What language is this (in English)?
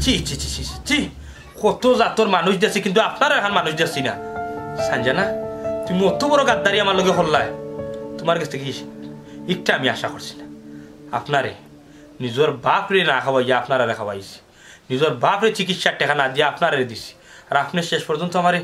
Sylheti